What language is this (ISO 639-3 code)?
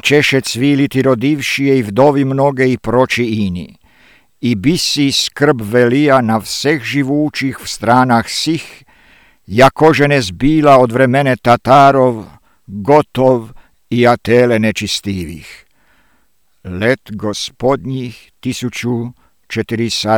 slv